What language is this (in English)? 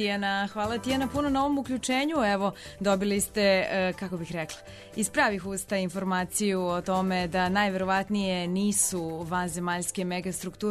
Serbian